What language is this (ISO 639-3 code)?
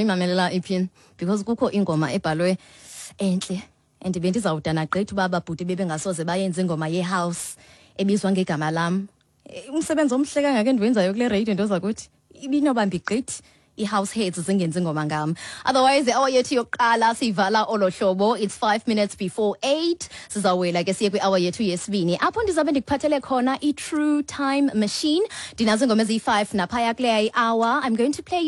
xho